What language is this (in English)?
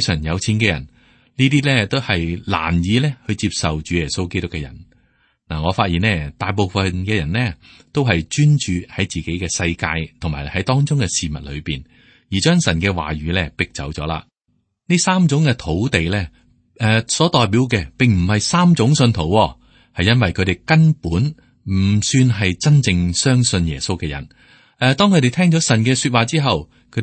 Cantonese